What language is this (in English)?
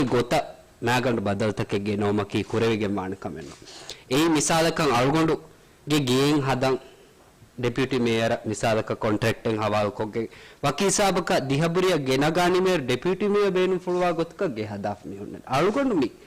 Divehi